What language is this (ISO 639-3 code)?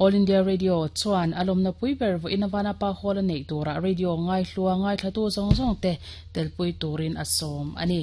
lus